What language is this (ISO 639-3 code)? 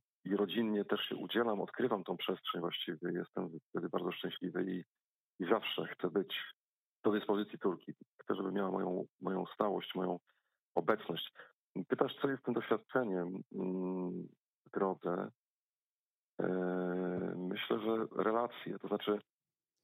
pol